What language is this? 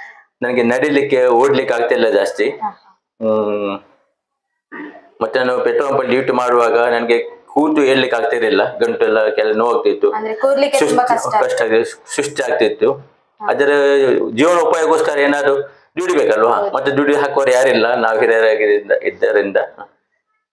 Kannada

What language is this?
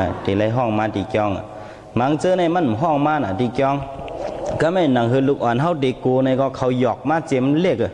Shan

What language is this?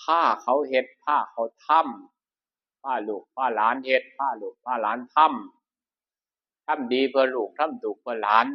Northeastern Thai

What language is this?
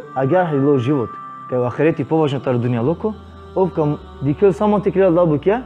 Balkan Romani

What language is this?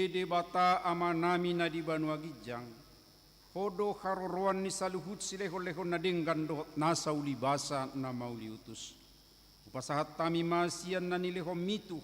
Batak Toba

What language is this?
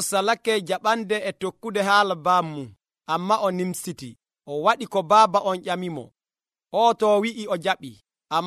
Nigerian Fulfulde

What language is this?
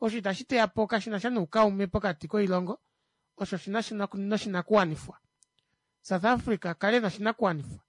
Kuanyama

